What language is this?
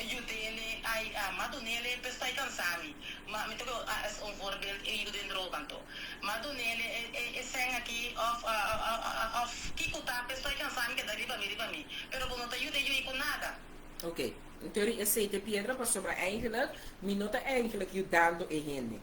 Papiamento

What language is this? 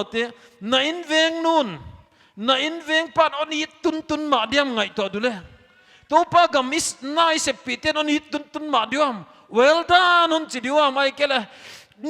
Paite Chin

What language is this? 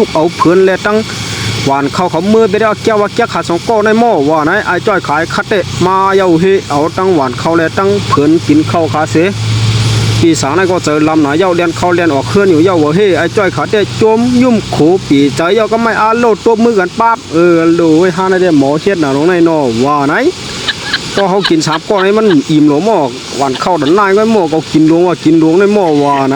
Shan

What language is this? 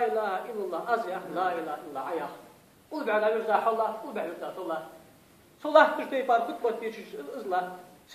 Ingush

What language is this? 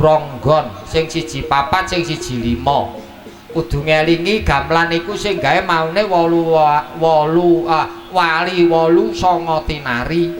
Javanese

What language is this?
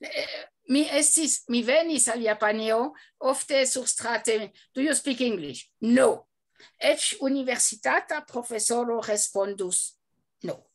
Esperanto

